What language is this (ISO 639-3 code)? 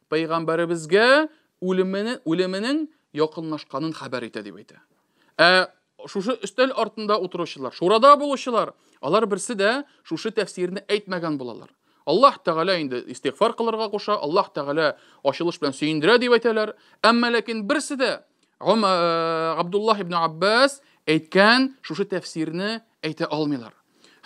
tat